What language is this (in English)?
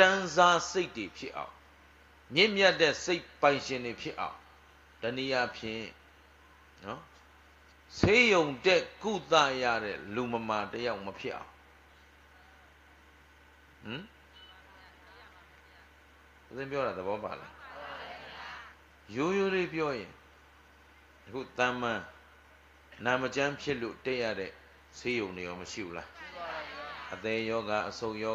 Burmese